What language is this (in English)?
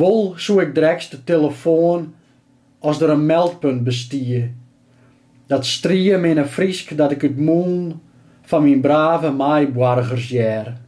Western Frisian